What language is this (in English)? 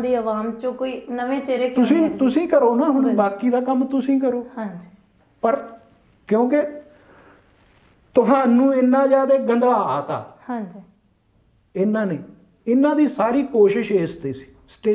Punjabi